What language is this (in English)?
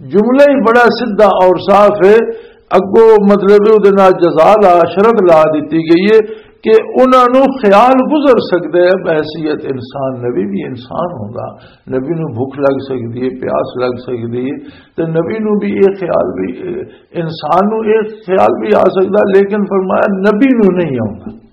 Western Panjabi